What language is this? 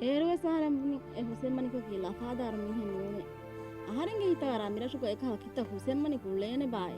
Divehi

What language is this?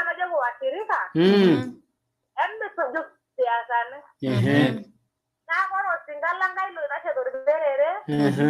Masai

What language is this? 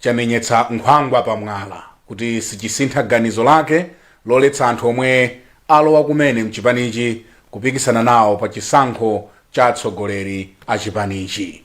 Nyanja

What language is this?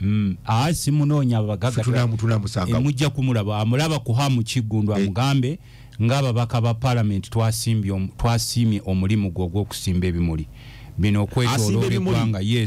Ganda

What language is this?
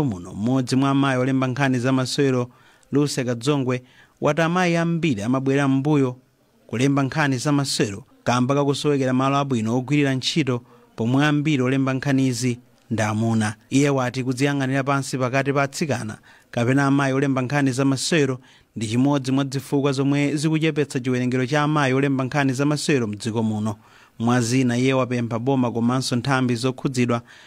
Nyanja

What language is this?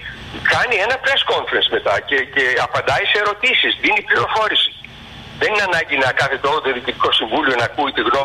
Greek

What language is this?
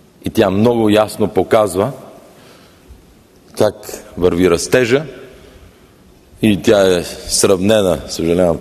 Bulgarian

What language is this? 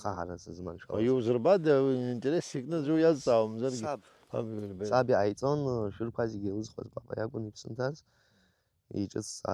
Abkhazian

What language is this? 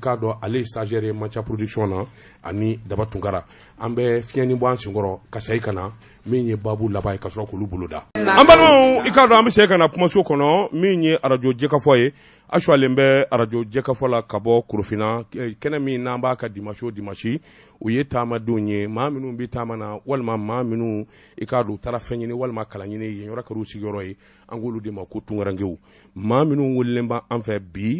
Bambara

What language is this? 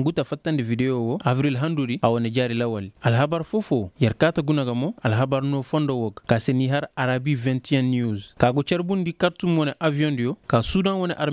Koyraboro Senni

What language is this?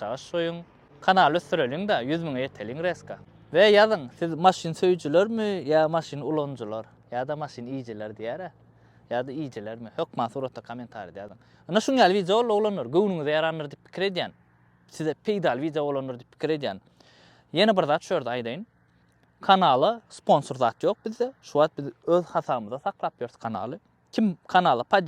Turkmen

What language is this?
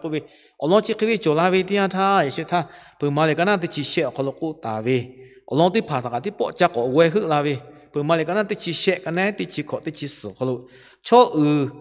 Lahu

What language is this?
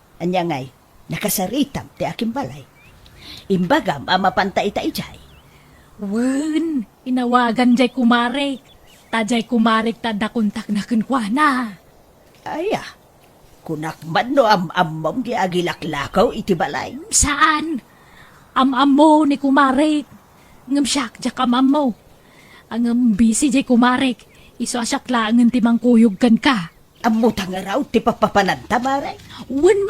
Iloko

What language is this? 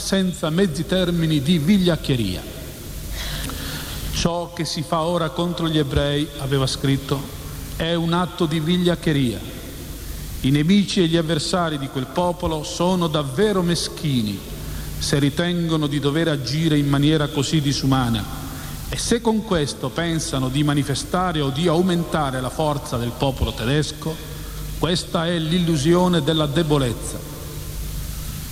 Italian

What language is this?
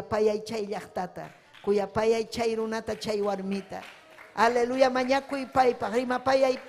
Ayacucho Quechua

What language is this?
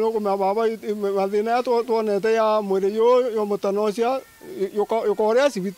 Meru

